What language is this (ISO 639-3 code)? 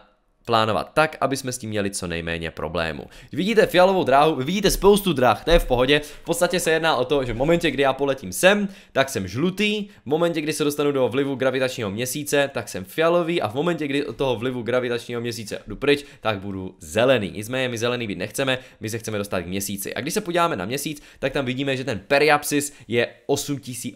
ces